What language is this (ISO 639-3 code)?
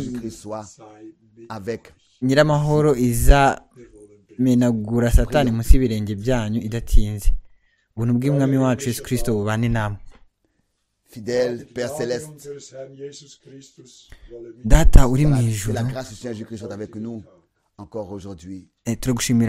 kin